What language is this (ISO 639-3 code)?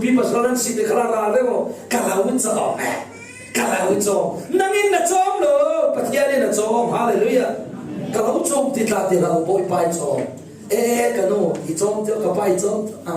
cfm